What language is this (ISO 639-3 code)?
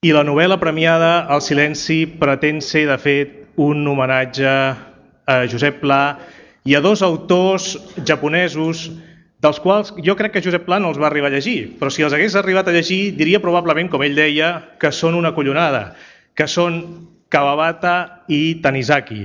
cat